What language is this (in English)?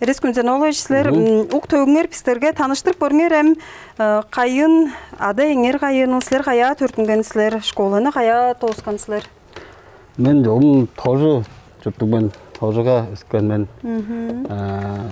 Tuvinian